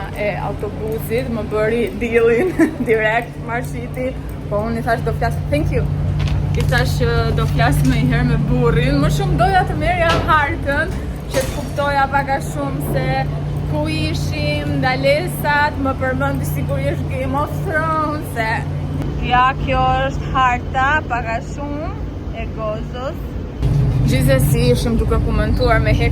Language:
Albanian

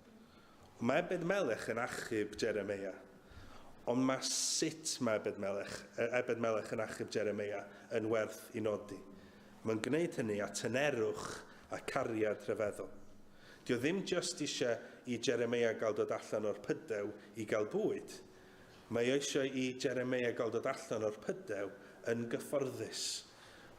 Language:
Welsh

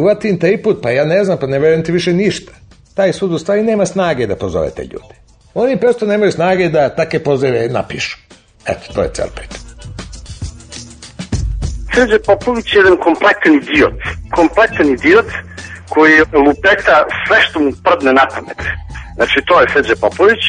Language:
Serbian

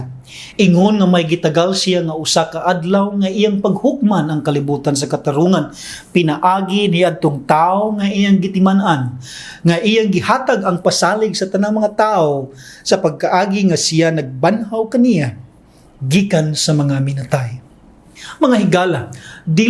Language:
Cebuano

